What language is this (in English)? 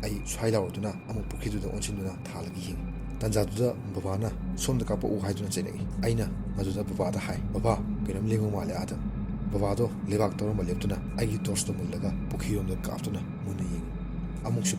Manipuri